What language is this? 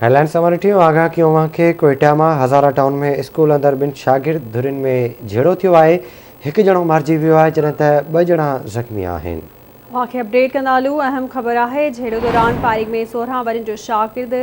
Sindhi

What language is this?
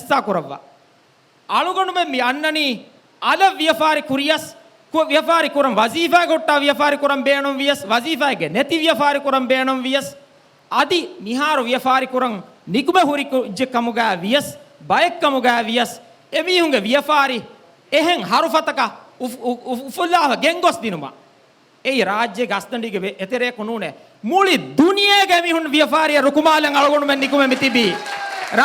Divehi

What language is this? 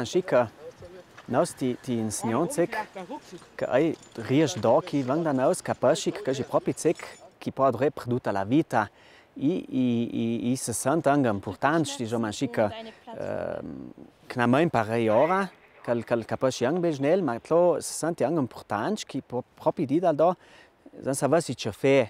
Ladin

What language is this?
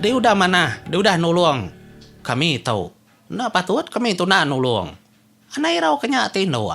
Iban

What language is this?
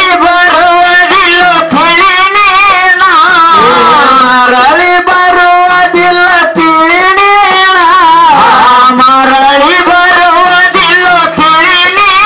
Kannada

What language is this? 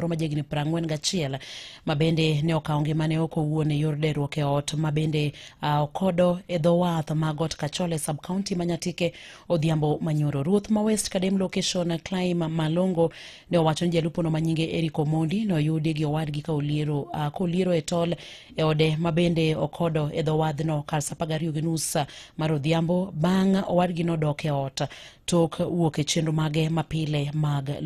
Luo (Kenya and Tanzania)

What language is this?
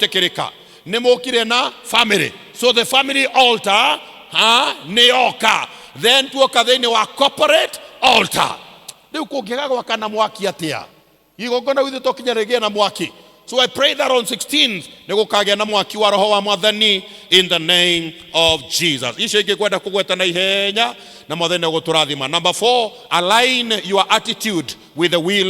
Kikuyu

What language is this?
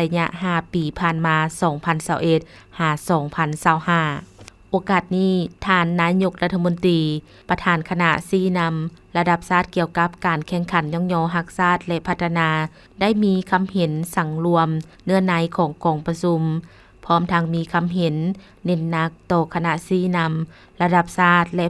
Lao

